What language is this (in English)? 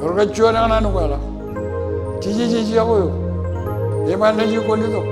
Marshallese